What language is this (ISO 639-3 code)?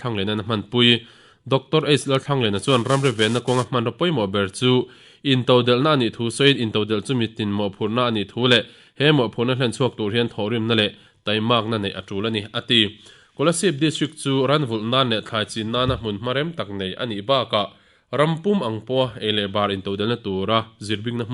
lus